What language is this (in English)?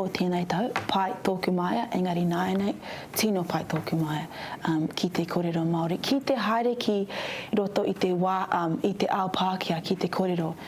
Māori